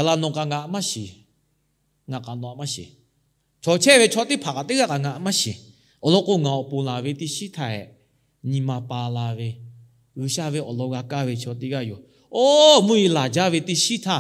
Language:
Lahu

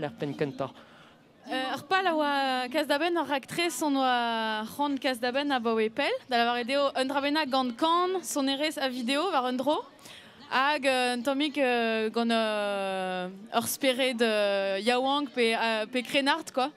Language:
Breton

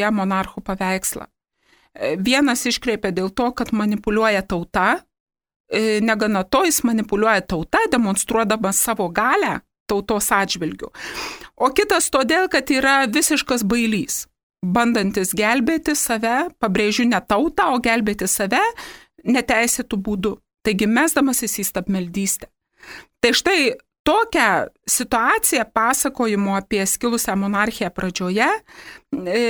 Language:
Lithuanian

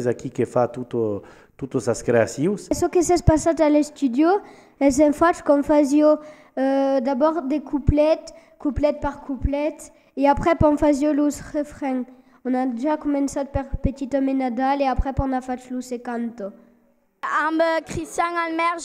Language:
Occitan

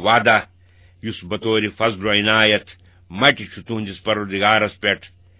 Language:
Kashmiri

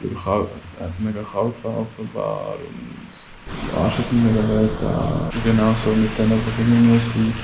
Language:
Swiss German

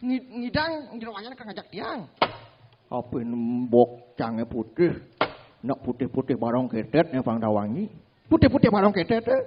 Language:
Balinese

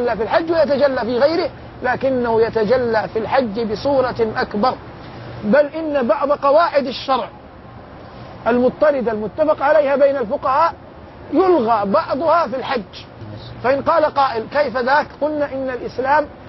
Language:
Arabic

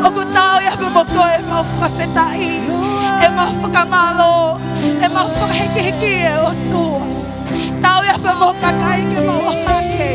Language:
Tongan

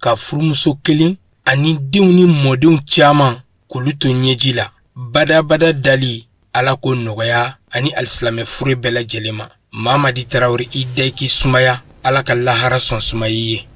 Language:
Bambara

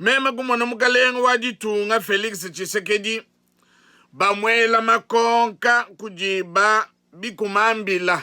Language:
Luba-Lulua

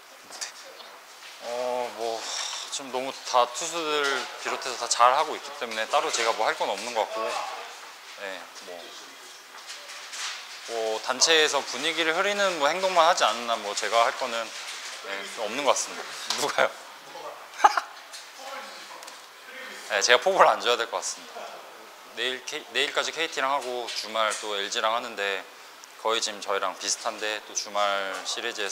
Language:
Korean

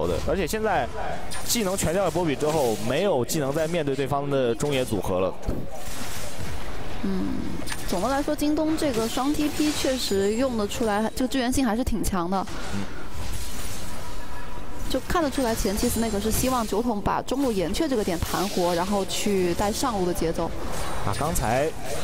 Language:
Chinese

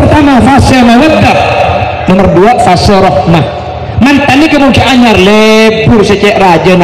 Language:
Madurese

